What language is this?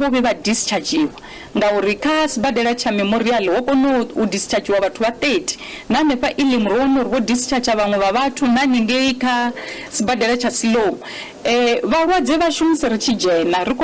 Venda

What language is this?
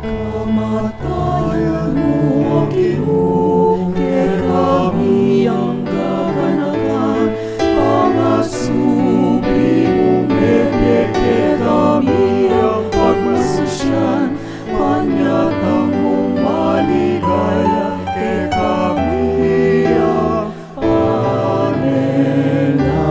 Pampanga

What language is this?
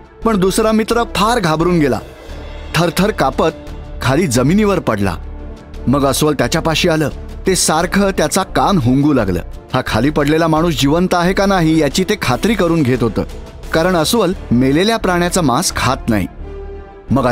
Marathi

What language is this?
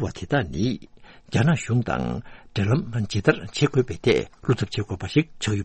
Tibetan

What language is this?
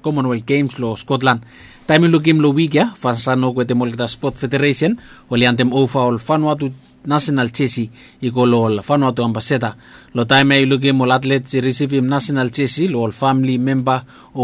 Bislama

